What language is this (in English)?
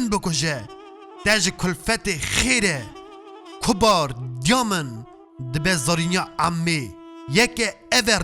Kurdish